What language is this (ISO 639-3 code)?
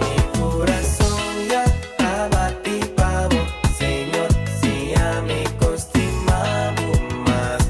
pap